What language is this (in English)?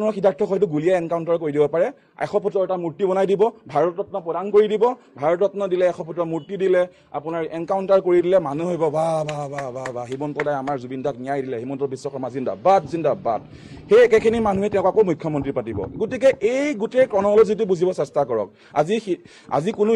Assamese